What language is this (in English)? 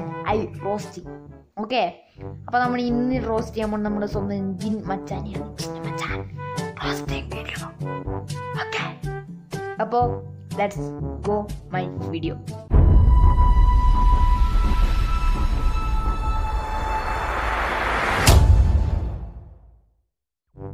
Malayalam